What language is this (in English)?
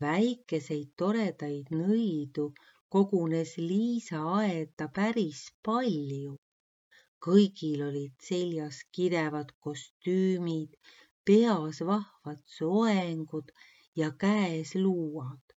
Estonian